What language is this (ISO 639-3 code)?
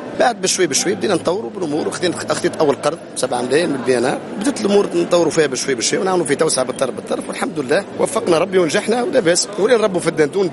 aeb